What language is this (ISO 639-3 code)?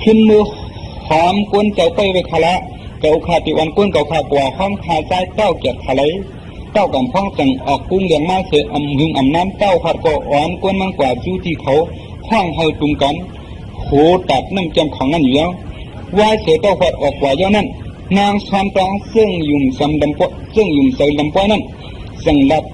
shn